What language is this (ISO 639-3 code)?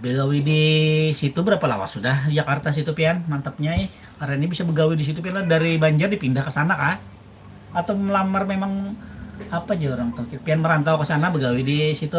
bjn